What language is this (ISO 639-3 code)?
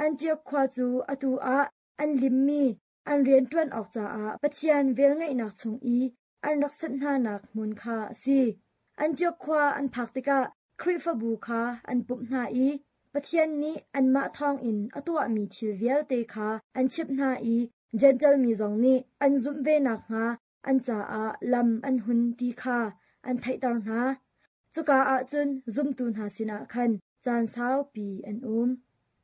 cnh